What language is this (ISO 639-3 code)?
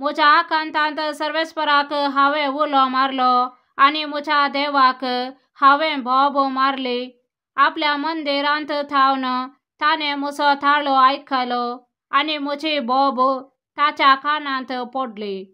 kok